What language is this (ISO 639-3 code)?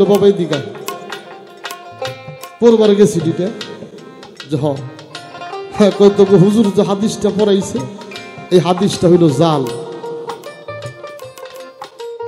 ben